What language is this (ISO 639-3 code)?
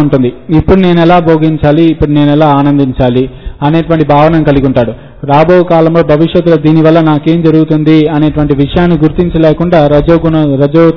tel